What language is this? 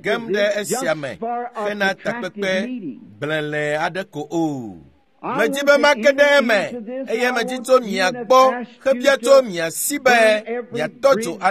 Ewe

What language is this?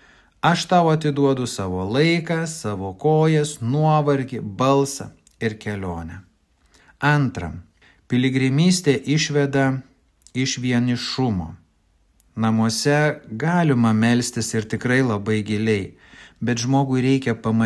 Lithuanian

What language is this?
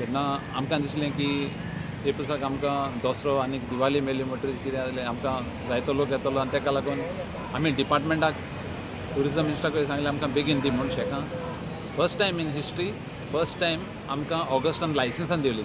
Konkani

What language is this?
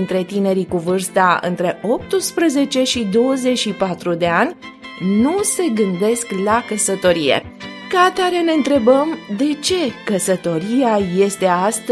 Romanian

